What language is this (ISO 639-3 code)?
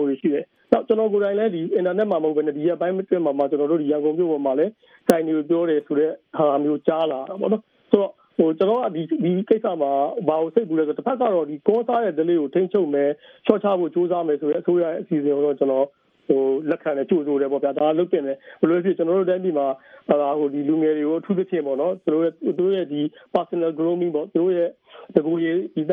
mya